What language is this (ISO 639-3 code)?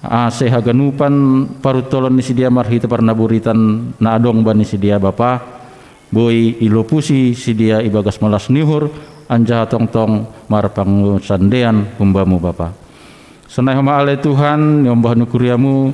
bts